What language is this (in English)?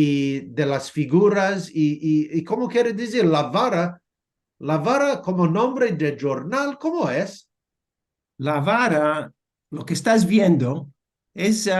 Ladino